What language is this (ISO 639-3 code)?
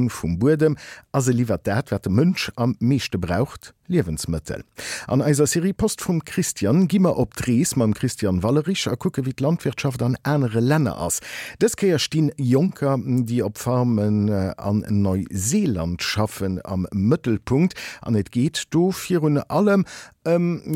ltz